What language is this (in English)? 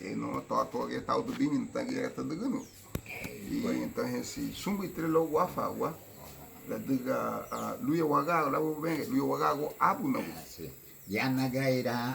Garifuna